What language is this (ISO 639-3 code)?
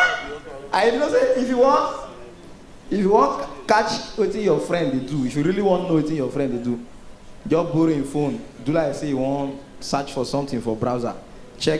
pcm